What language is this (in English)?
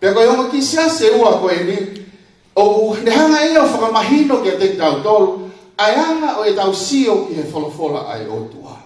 Tongan